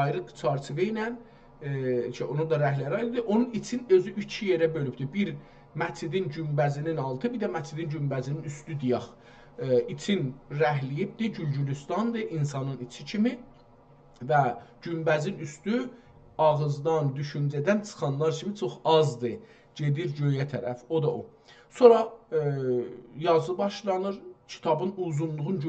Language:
South Azerbaijani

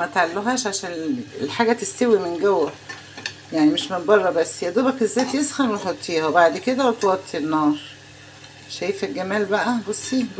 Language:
Egyptian Arabic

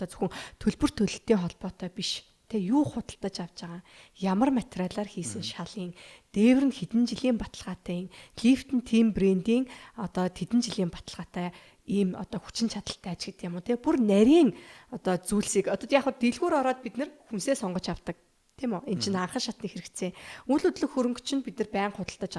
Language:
Mongolian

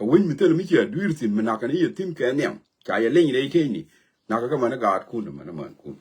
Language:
Nuer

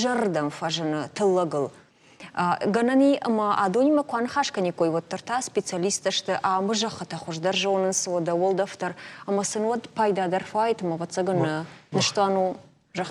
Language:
Ossetic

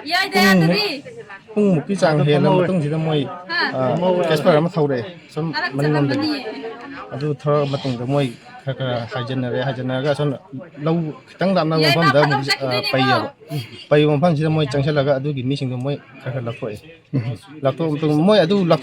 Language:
Manipuri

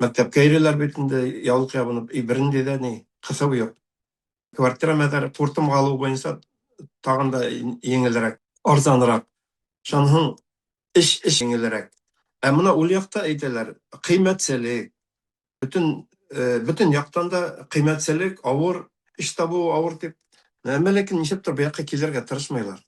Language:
Bashkir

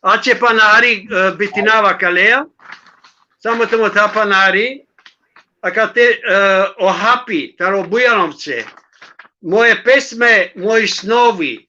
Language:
Balkan Romani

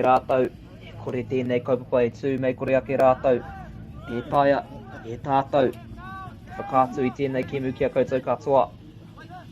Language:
Māori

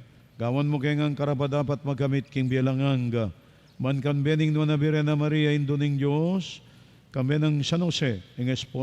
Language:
Pampanga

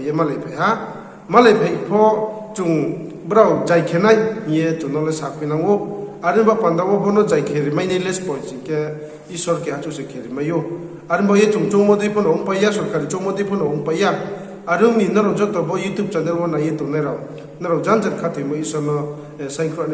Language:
Riang (India)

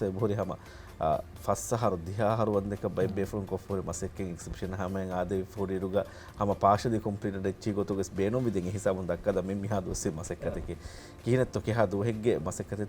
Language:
Divehi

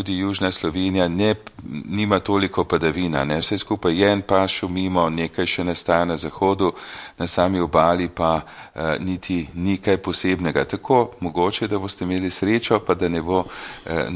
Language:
Slovenian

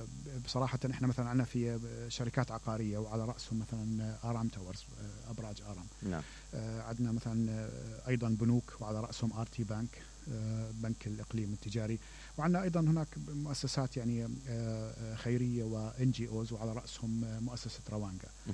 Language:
Mesopotamian Arabic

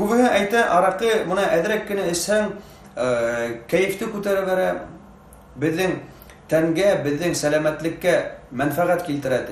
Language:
Bashkir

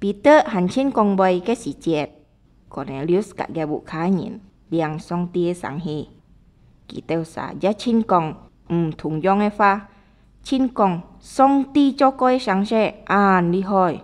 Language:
Hakka Chinese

